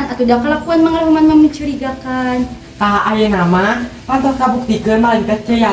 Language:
Sundanese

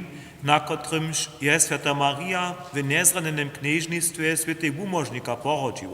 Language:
Upper Sorbian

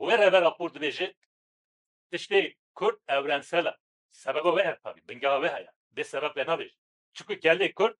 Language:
Kurdish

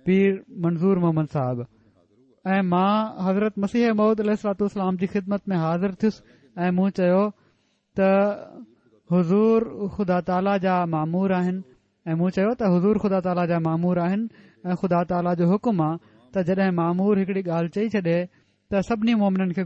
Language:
Sindhi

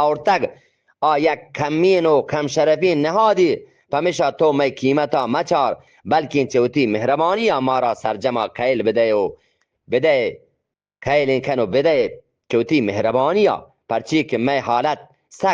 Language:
Eastern Balochi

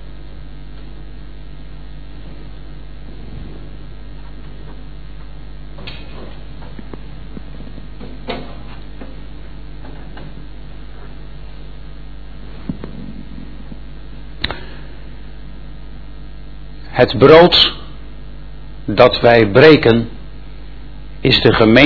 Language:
Dutch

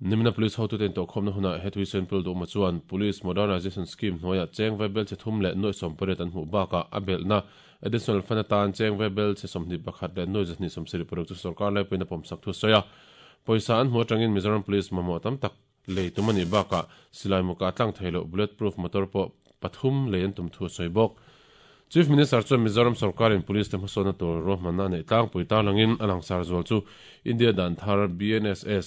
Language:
Mizo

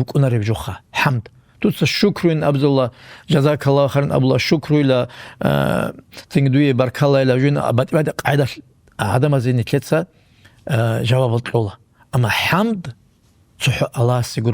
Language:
Avaric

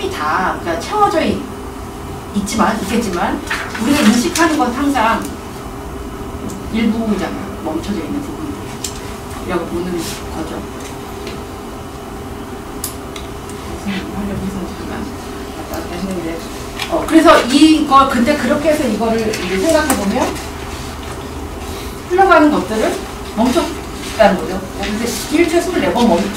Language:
Korean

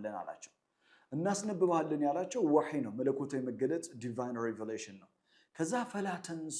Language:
Amharic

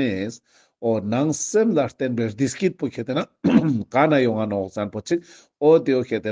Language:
Ladakhi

